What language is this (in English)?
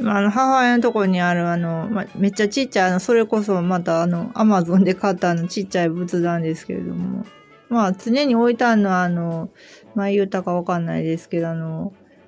Japanese